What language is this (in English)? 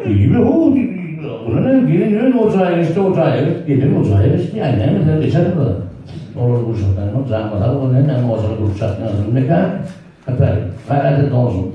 Turkmen